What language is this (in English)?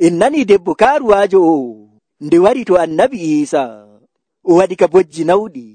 Nigerian Fulfulde